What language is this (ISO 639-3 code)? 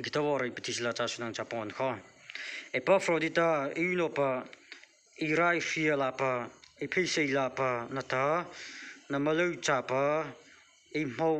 mrh